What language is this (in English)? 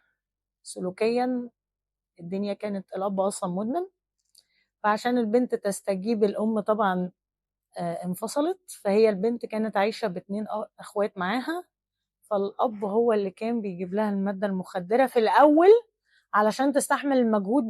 Egyptian Arabic